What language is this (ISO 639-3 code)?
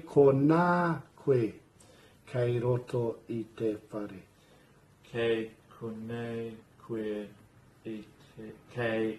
mri